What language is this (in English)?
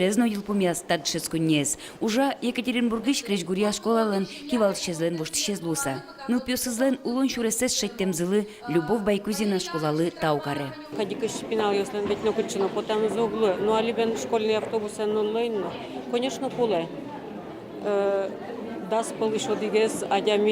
Udmurt